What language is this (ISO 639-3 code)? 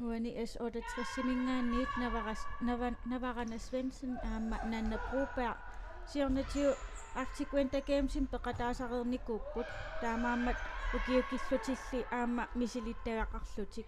kal